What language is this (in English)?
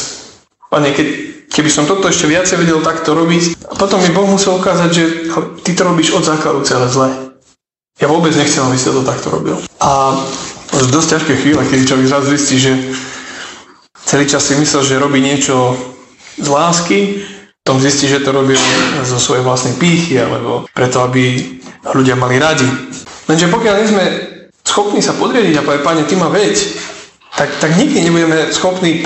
Slovak